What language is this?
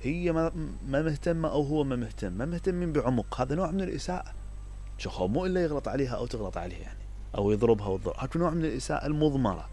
Mesopotamian Arabic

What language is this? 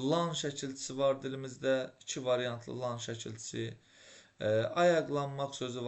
Azerbaijani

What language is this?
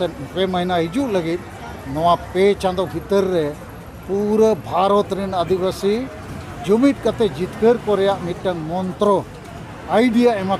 Santali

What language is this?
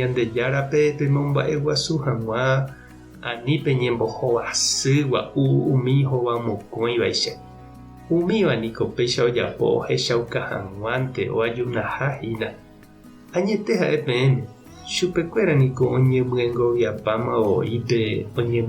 Guarani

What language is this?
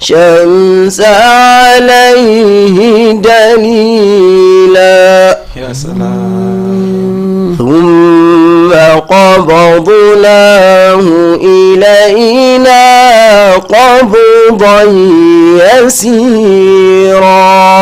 Fula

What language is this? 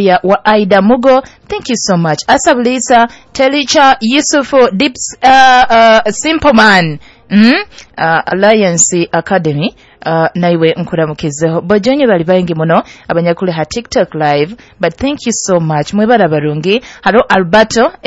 Nyoro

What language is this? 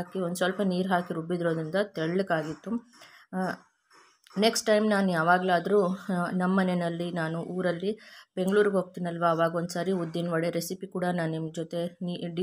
Kannada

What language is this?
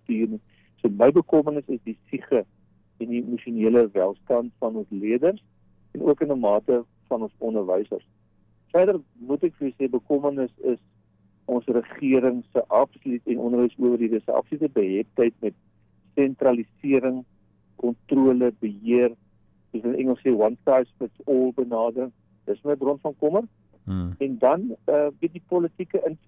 Afrikaans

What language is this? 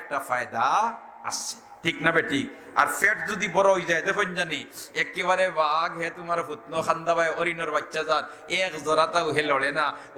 Sylheti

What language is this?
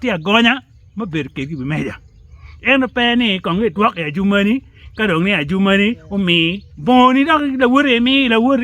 Acoli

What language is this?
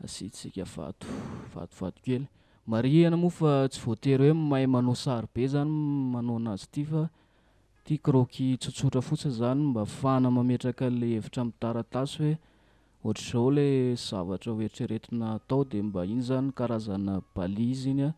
Malagasy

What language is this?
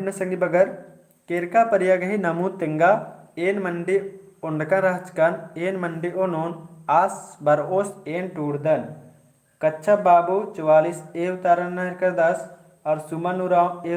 Kurukh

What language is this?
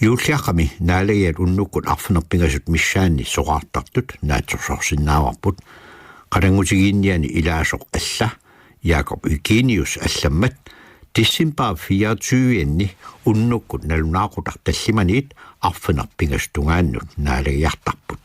Kalaallisut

